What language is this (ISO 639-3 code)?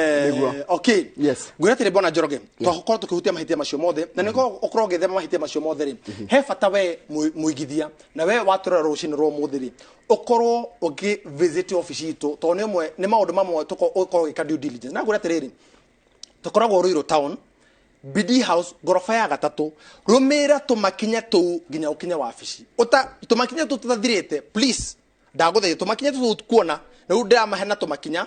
kik